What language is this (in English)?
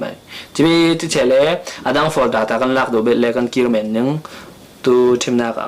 Falam Chin